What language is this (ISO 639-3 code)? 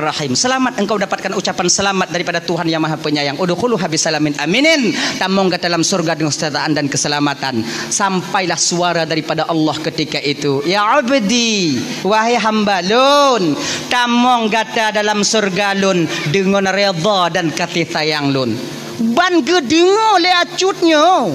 ace